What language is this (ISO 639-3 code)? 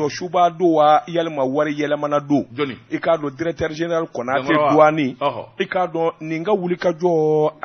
bam